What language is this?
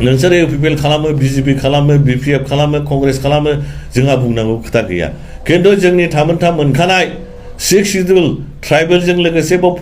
Bodo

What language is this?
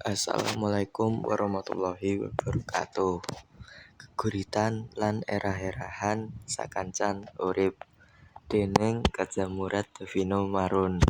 Javanese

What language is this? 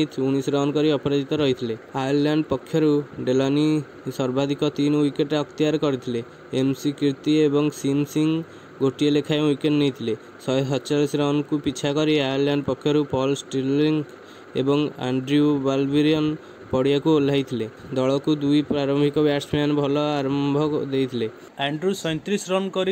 Odia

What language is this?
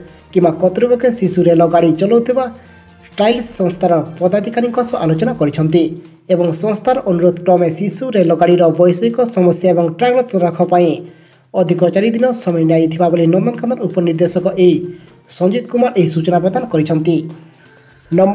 Odia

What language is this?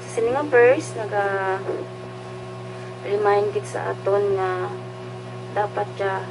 Hiligaynon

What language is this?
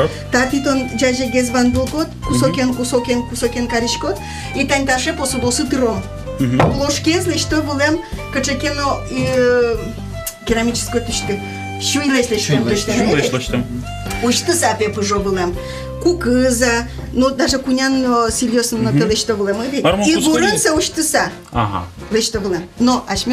Udmurt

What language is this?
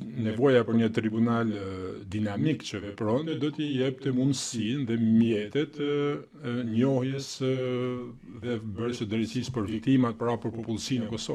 Albanian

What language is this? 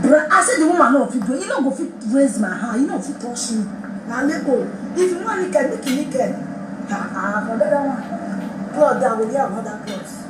Nigerian Pidgin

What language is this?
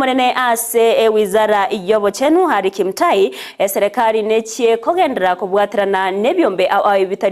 Gusii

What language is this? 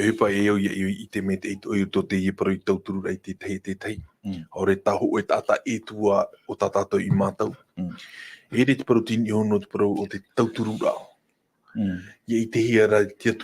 Tahitian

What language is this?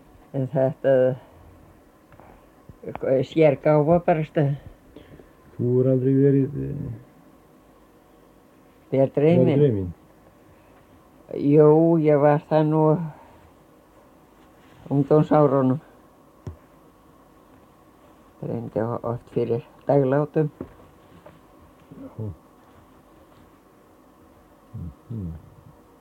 Icelandic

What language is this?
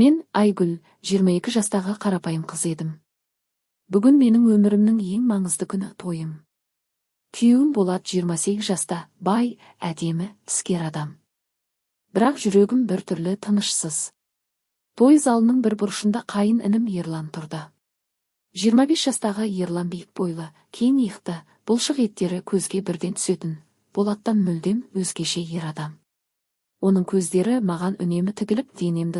Kazakh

